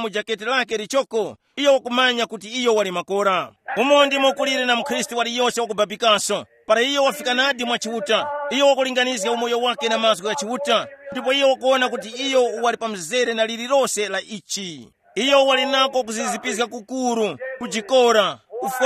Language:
Tumbuka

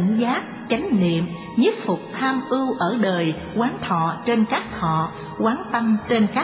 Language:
Vietnamese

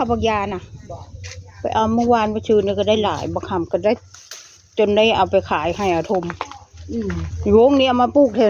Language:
Northeastern Thai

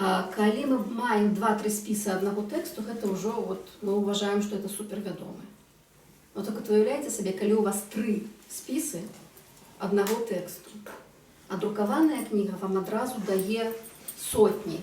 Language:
Belarusian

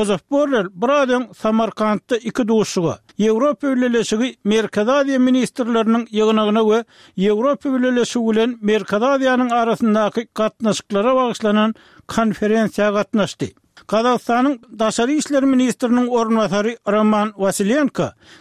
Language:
Turkmen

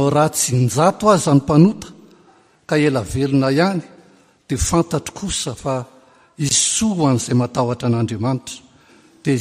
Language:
Malagasy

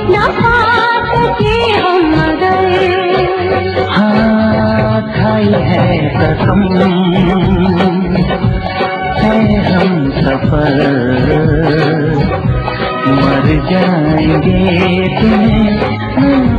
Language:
Hindi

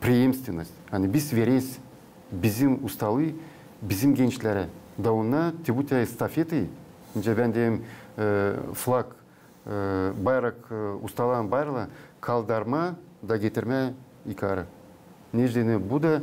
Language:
Gagauz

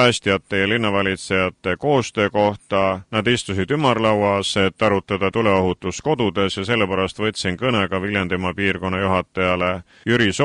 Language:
Estonian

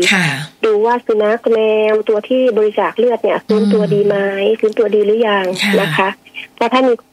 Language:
Thai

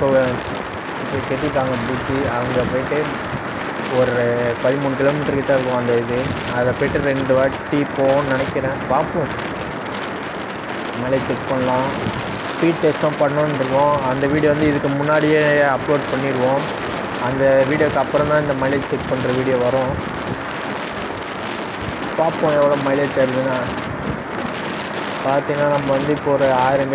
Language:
Tamil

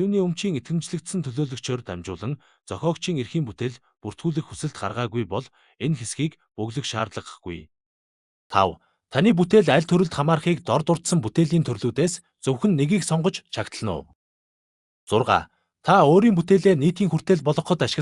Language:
Mongolian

